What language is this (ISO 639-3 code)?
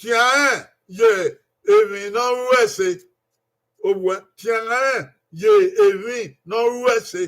bin